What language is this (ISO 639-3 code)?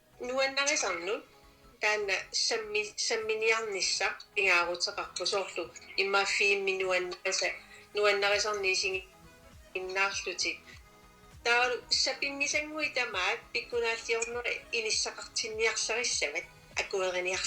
kal